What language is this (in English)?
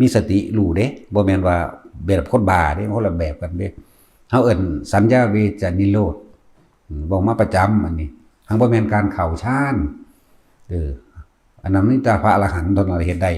Northeastern Thai